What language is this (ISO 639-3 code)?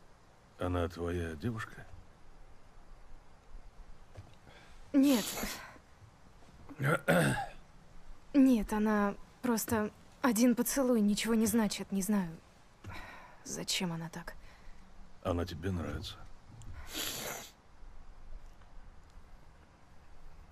rus